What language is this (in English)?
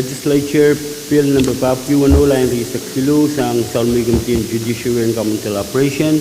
Pohnpeian